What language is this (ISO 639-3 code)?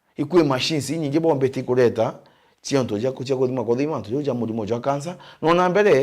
mer